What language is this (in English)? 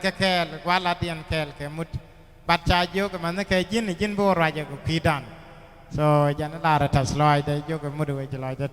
Nuer